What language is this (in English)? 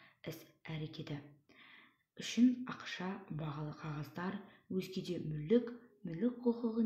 Kazakh